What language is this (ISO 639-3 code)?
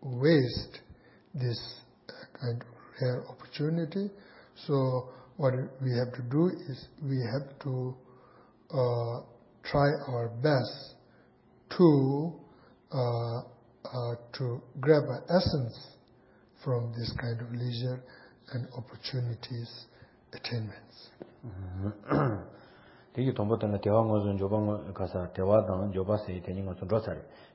eng